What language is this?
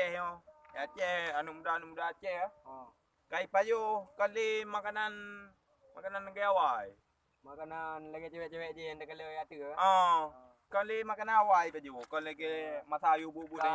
Achinese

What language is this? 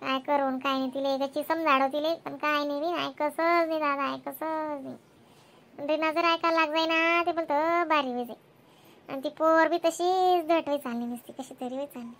Khandesi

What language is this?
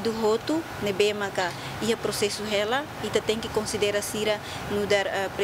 Tetum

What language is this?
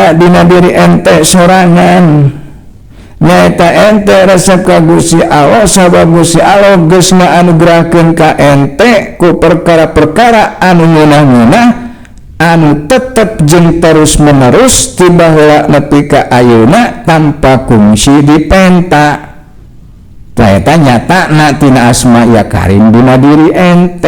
Sundanese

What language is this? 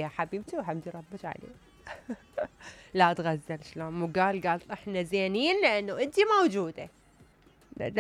Mesopotamian Arabic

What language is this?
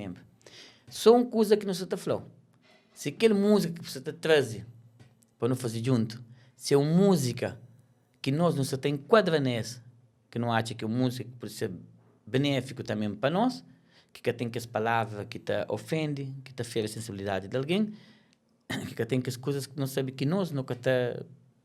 Kabuverdianu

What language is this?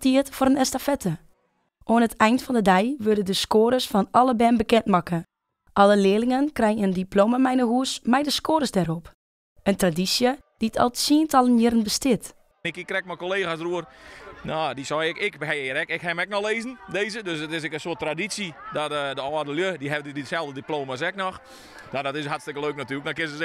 Western Frisian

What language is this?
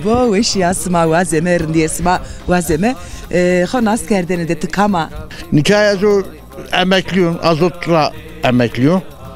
Zaza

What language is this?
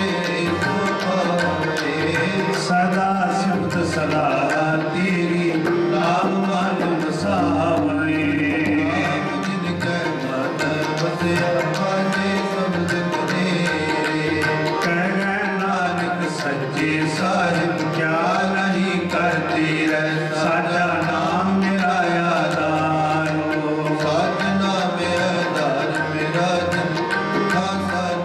Punjabi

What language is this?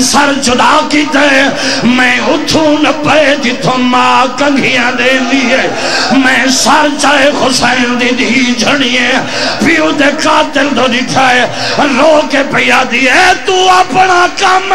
Saraiki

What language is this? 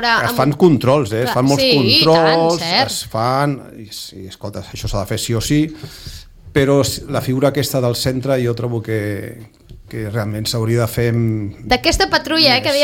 Catalan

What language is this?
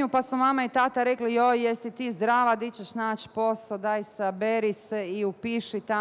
Bosnian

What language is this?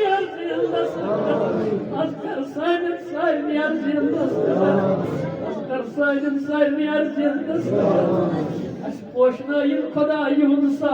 Kashmiri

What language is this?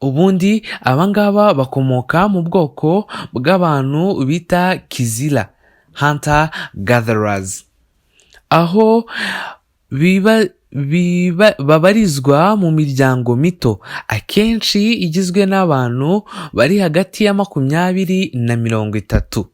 Kinyarwanda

